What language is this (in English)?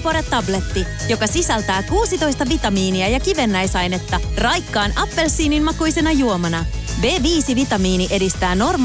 Finnish